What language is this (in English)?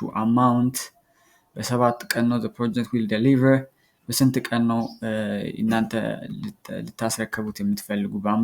Amharic